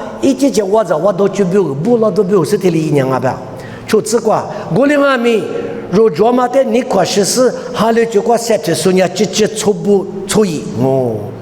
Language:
Lisu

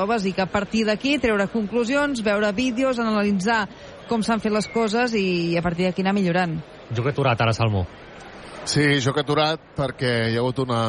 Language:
Catalan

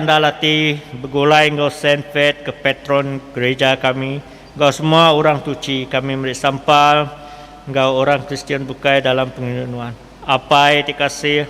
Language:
Iban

